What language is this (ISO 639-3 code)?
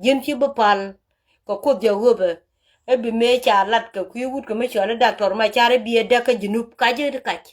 nus